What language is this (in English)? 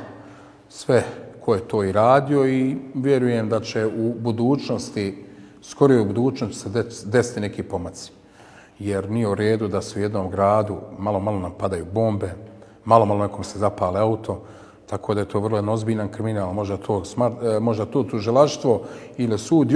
Bosnian